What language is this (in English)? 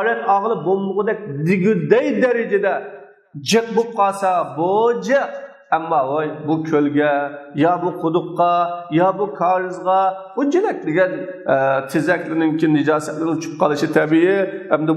Uyghur